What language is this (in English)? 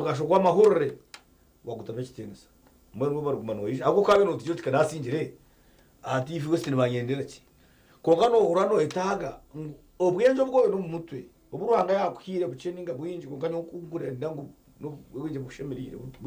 Nyankole